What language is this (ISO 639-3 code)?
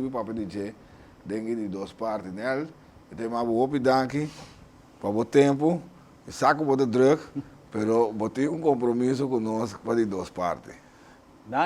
pap